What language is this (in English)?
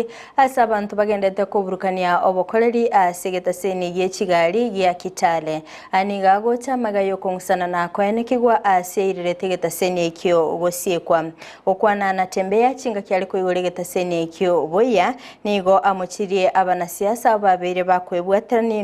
Gusii